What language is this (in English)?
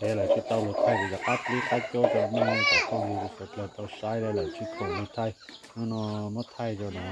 Hmong